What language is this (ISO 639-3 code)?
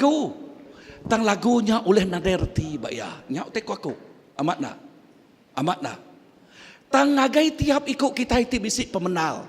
iba